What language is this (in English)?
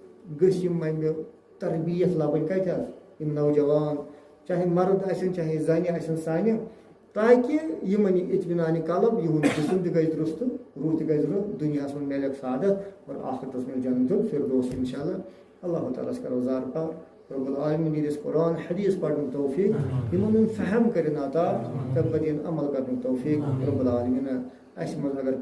Kashmiri